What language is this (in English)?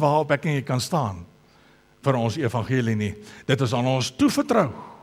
Afrikaans